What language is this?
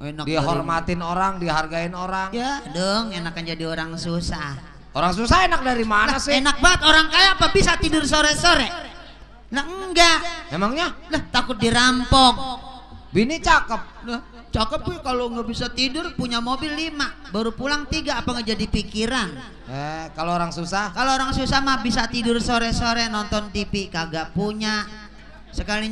Betawi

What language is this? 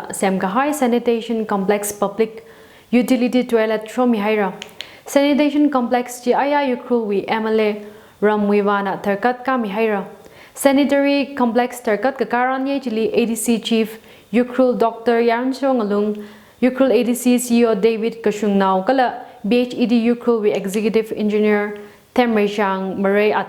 Tangkhul Naga (India)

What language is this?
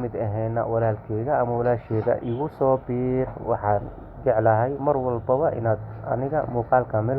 Somali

